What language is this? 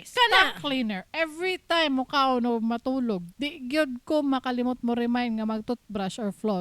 Cebuano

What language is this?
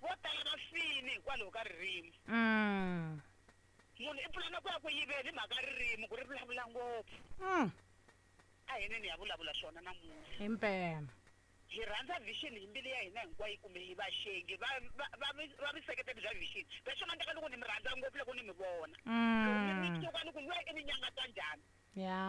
Tsonga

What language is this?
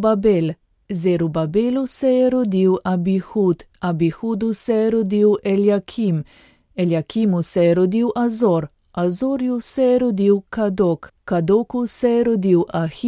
Slovenian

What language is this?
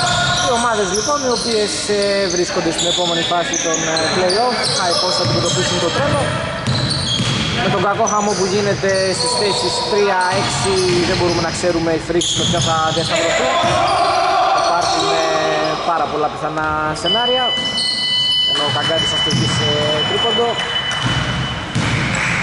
Greek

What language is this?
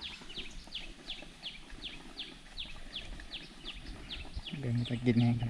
Lao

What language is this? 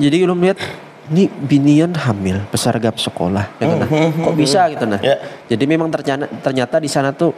Banjar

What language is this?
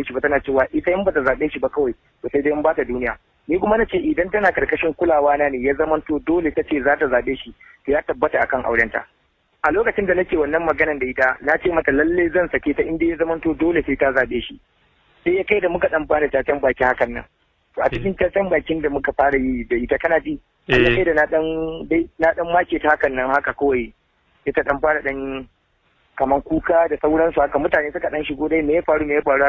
Hausa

